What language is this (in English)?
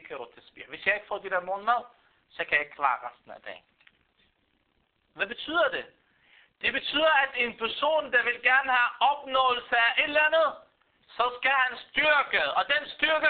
Danish